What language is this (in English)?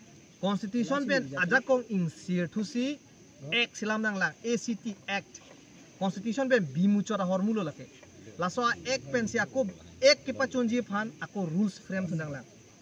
Karbi